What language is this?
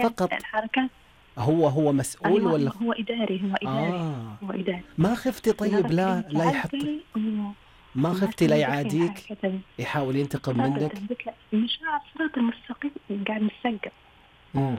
Najdi Arabic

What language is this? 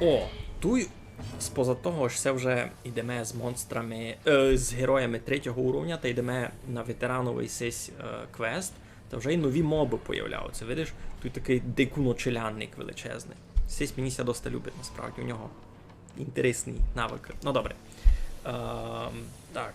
Rusyn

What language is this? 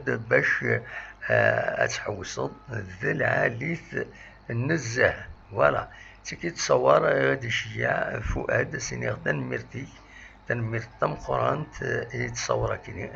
Kabyle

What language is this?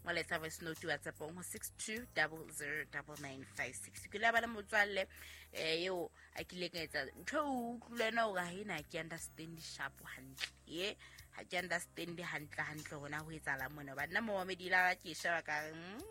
Southern Sotho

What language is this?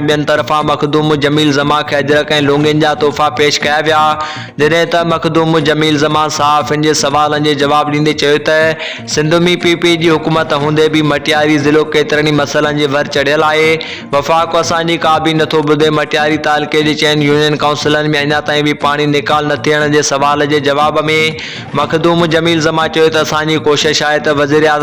Sindhi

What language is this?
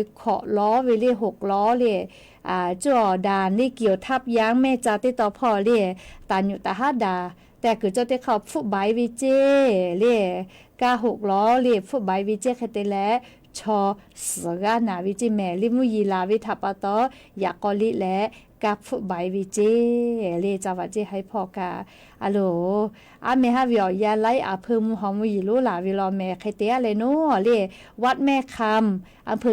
Lahu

